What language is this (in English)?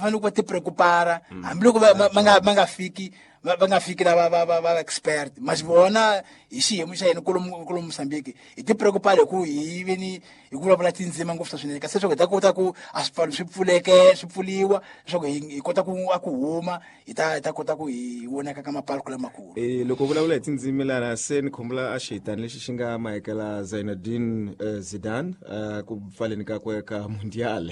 Tsonga